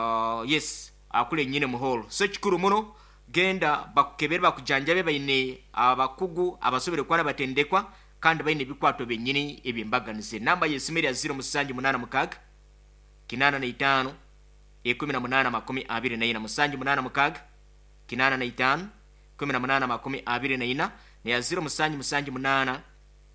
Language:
Nyoro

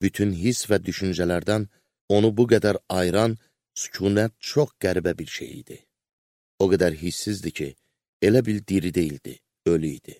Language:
Azerbaijani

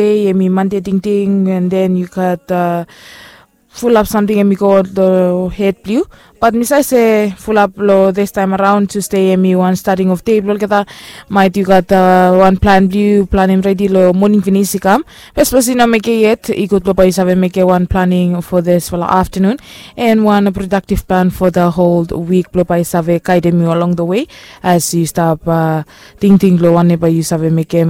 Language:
Bislama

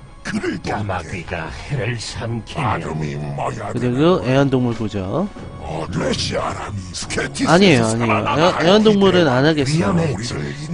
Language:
Korean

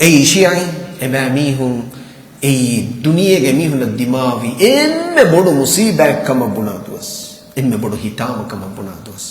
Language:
Divehi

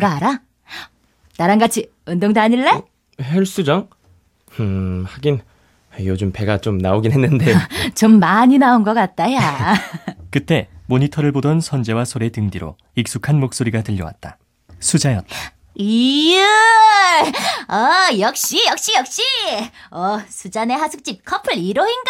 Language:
Korean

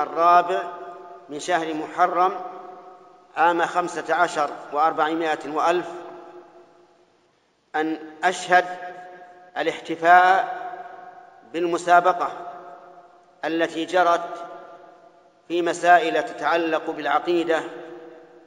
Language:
Arabic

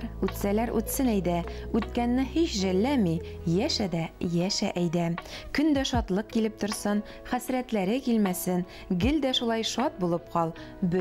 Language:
Tatar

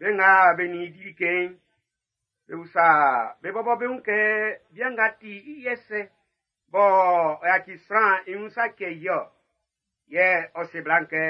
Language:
Baoulé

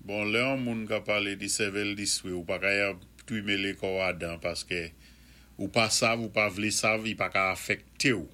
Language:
Saint Lucian Creole French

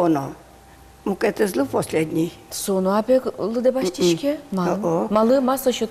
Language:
Udmurt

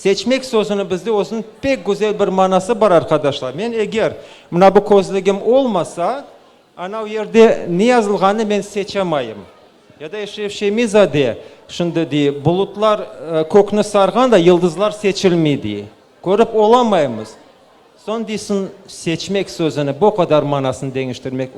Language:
Crimean Tatar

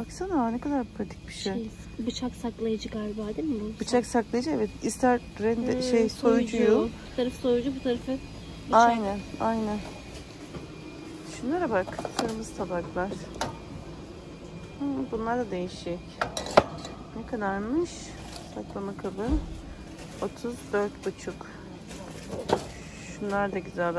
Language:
Turkish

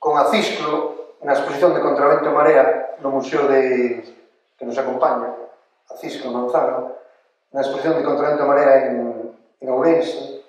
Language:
Galician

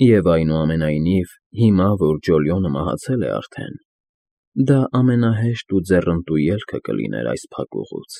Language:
Armenian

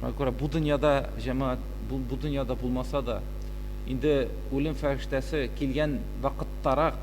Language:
Tatar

